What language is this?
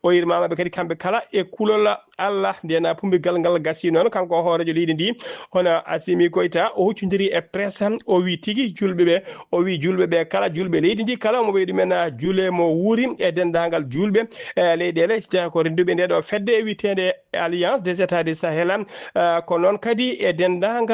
Fula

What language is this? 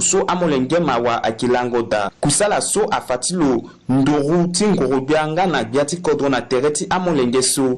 Sango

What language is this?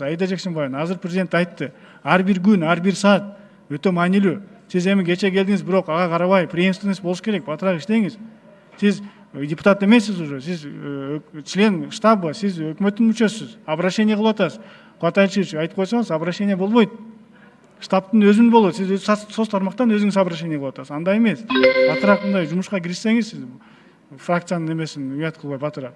Kyrgyz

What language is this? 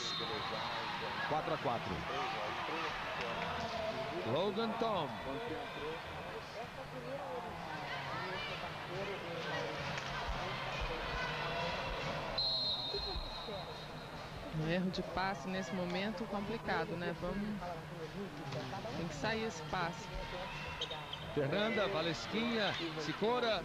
Portuguese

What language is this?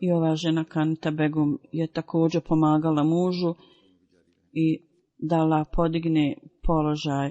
Bosnian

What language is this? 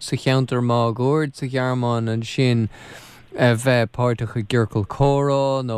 Irish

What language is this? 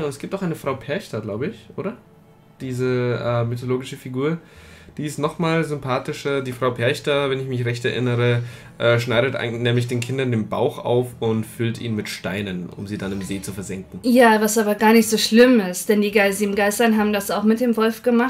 German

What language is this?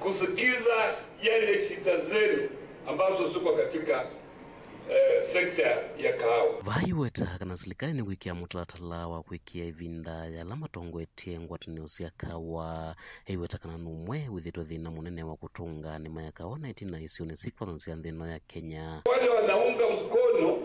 Kamba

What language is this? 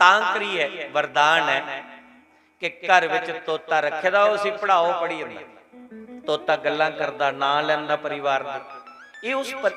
Dogri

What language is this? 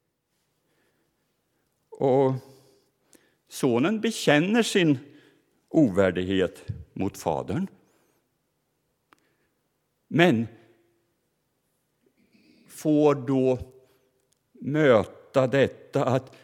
Swedish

